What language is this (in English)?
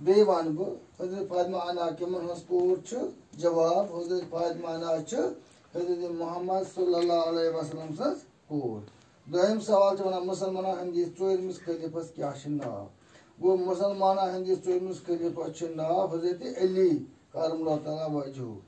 Kashmiri